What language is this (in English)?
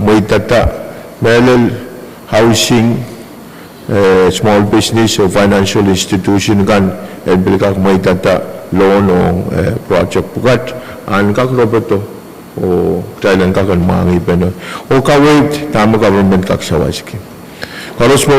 Pohnpeian